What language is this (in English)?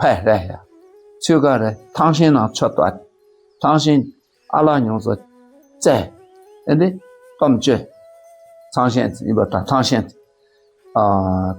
Dakpakha